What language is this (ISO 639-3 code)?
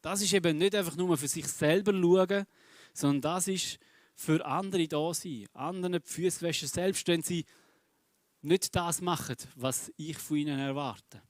gsw